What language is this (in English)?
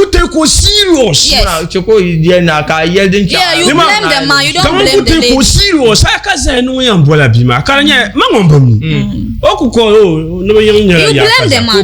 Dagbani